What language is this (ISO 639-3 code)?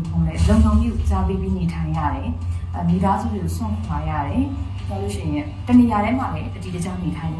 mya